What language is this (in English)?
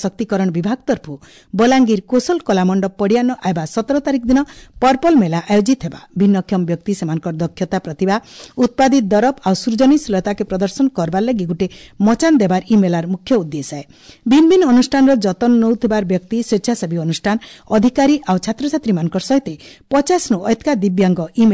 Odia